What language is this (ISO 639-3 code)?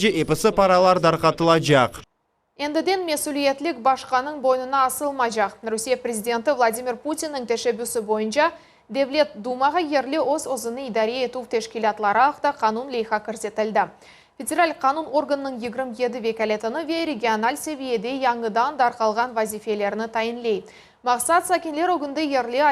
crh